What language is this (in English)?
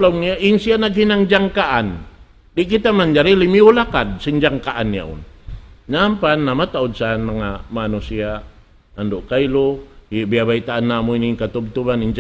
Tausug